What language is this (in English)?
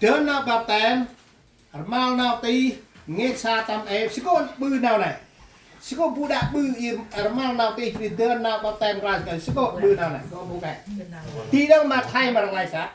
Central Mnong